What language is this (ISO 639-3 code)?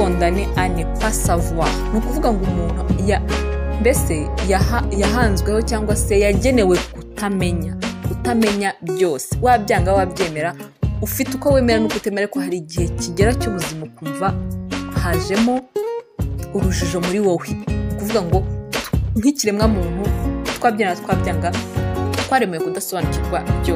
kin